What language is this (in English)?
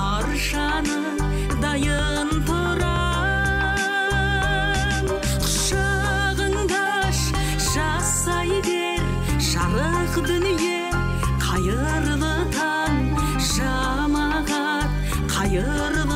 Kazakh